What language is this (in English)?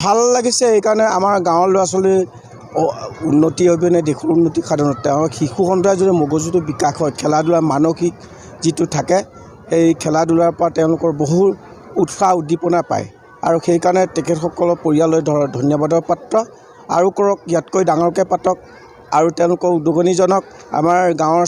Assamese